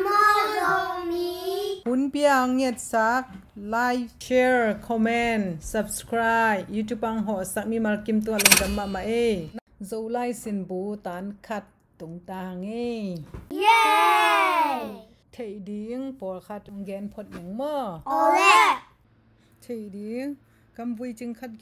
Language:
Tedim Chin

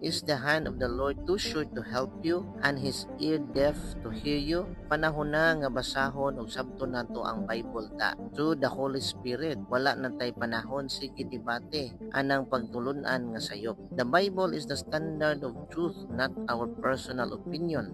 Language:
Cebuano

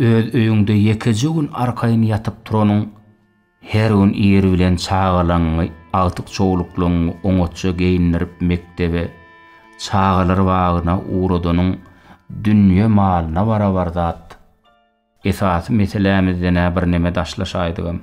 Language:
Turkmen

